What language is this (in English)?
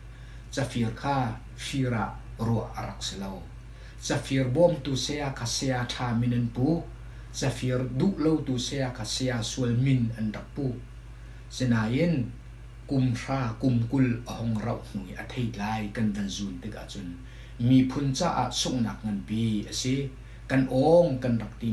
Hakha Chin